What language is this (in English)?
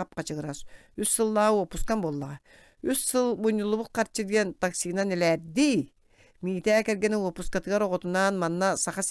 Yakut